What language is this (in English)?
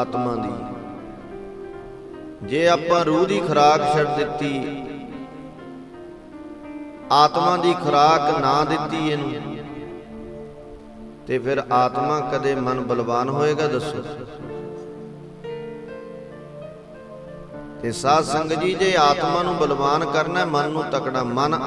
Punjabi